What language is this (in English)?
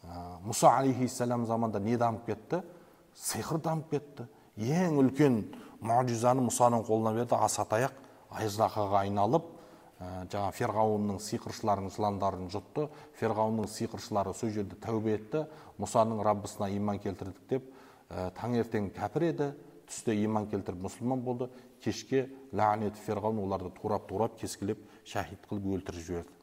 Kazakh